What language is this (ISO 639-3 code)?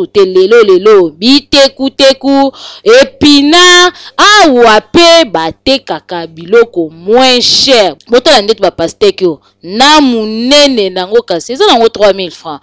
lin